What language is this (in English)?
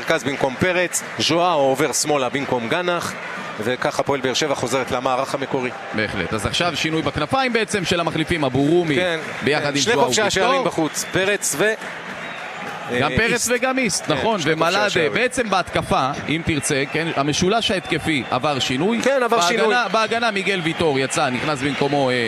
Hebrew